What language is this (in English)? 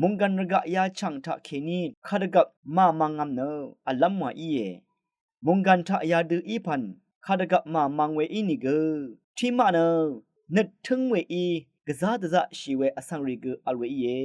Rawang